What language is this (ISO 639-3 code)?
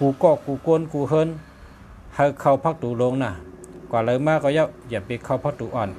shn